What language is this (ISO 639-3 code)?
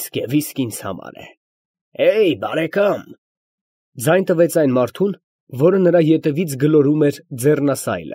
hye